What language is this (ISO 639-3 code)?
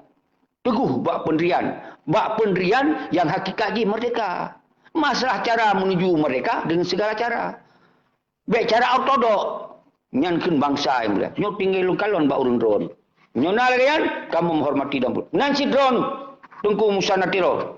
ace